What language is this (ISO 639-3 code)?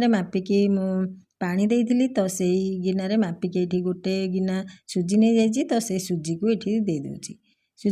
ori